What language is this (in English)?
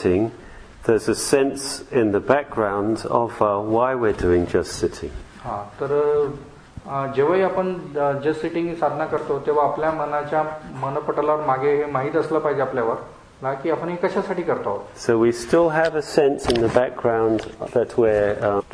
Marathi